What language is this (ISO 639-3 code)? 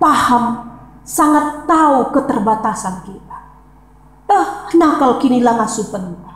btx